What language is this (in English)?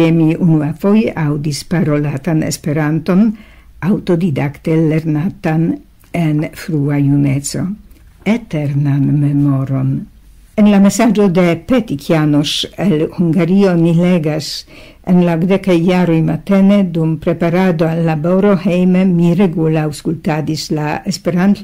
Esperanto